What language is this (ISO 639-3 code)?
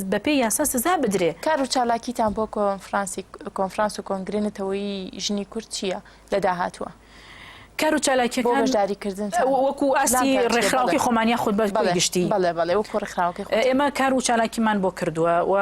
ckb